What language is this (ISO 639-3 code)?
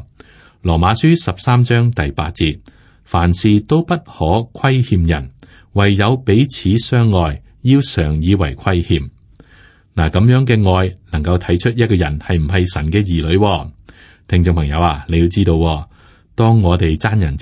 yue